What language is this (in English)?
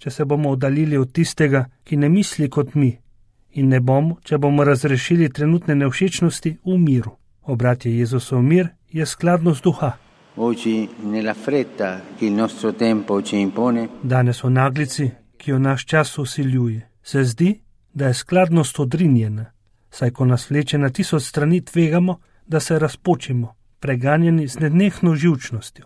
Slovenian